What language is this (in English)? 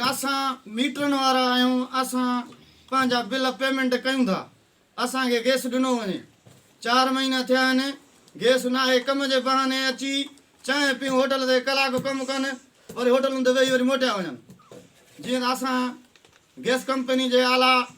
Sindhi